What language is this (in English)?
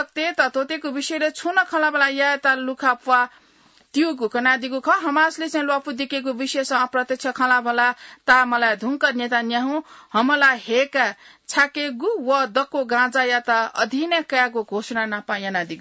Newari